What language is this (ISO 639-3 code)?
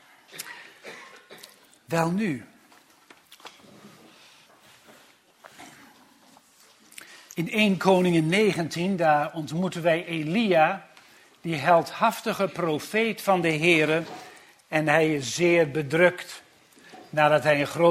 nld